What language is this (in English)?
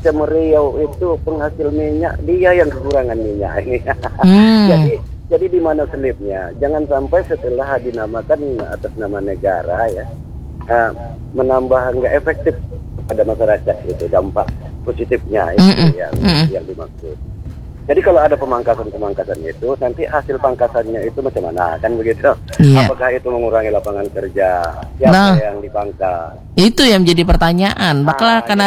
Indonesian